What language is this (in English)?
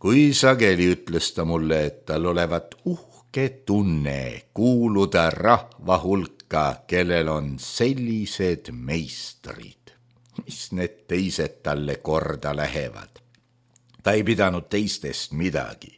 Estonian